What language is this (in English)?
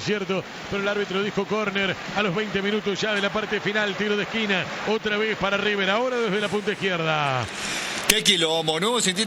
Spanish